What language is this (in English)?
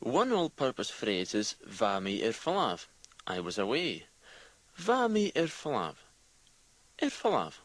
Scottish Gaelic